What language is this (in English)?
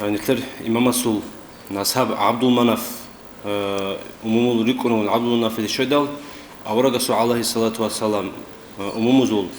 Avaric